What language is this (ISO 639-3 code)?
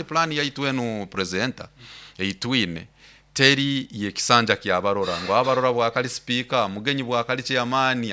nyo